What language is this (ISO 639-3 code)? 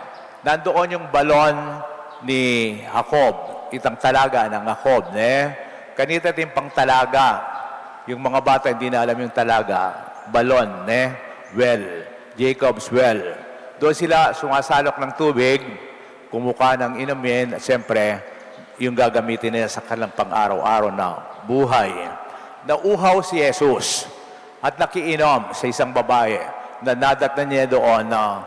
pam